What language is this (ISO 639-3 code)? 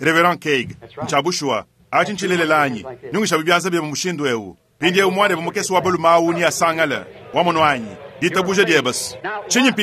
lua